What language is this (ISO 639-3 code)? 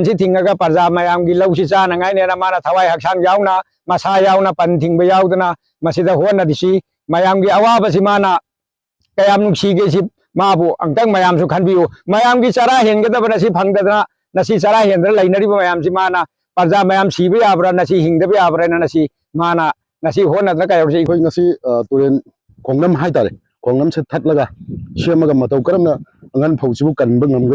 mni